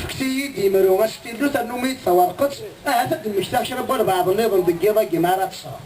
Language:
Kabyle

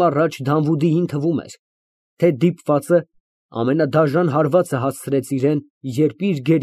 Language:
Armenian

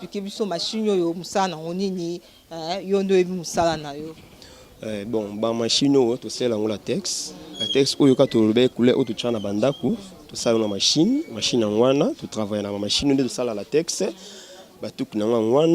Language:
Lingala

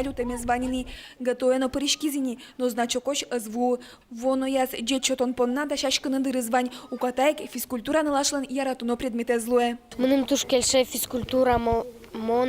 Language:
Udmurt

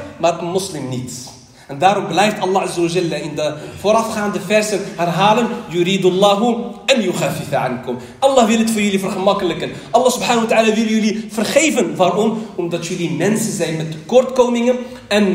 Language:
Dutch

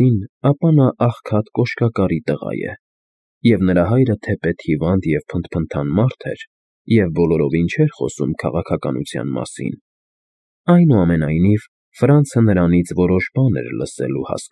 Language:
Armenian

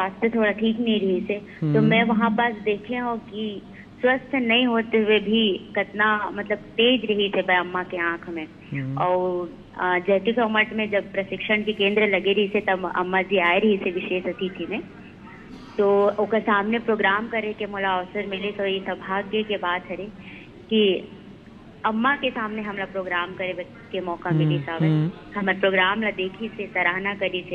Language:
Chhattisgarhi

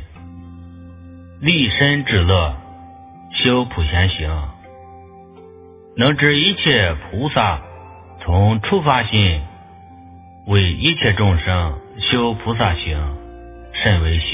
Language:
Chinese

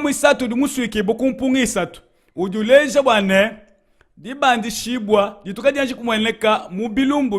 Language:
Luba-Lulua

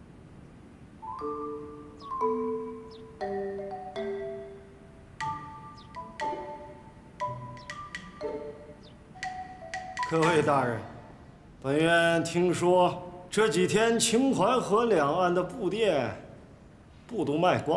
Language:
Chinese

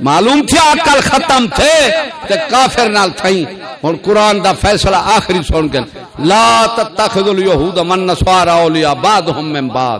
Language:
Saraiki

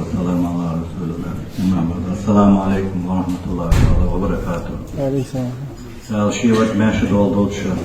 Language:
Ingush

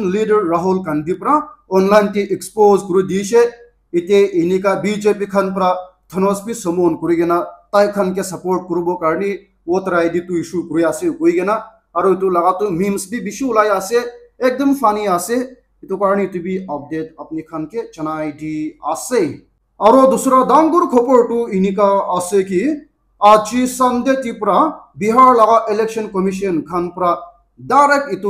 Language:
Naga Pidgin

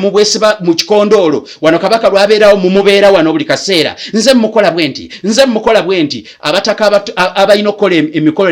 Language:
Ganda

